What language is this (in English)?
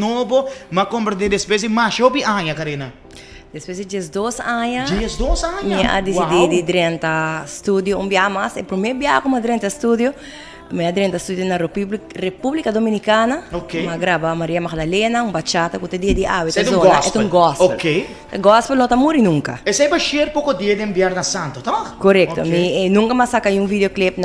Papiamento